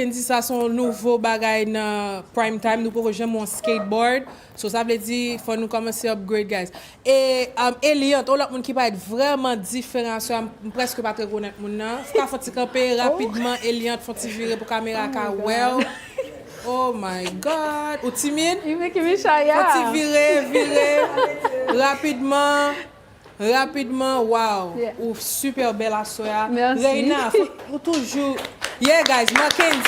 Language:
Haitian Creole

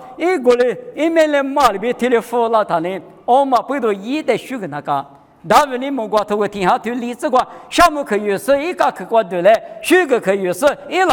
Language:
Lisu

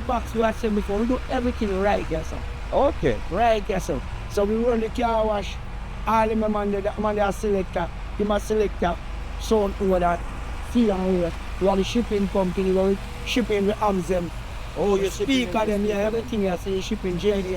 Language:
Jamaican Creole English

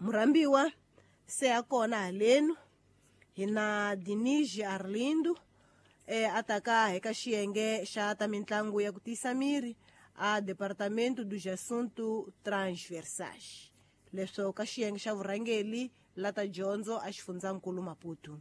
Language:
Tsonga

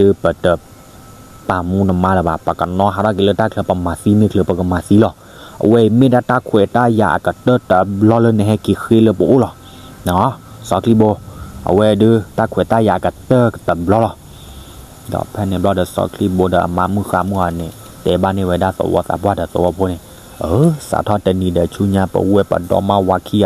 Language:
S'gaw Karen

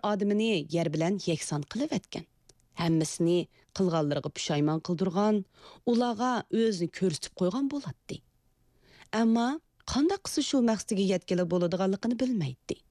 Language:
Uyghur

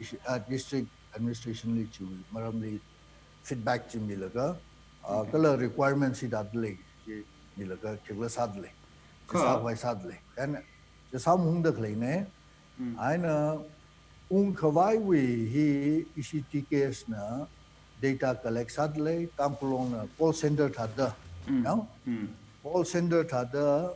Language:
Tangkhul Naga (India)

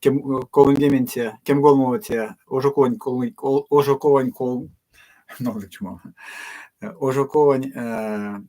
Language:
Erzya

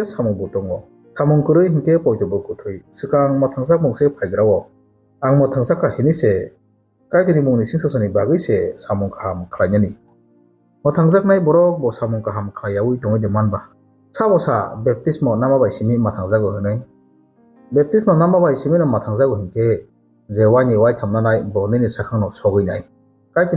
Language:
Kok Borok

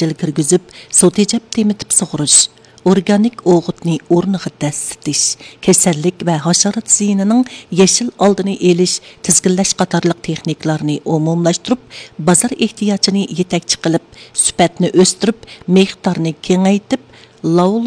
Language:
Uyghur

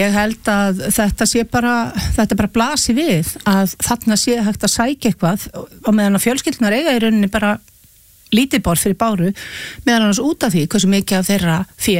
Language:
Icelandic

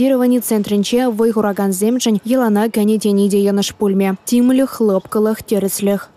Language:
Chuvash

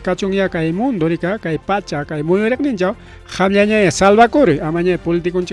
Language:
Ayacucho Quechua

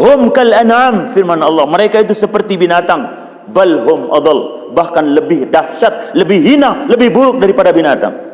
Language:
Sasak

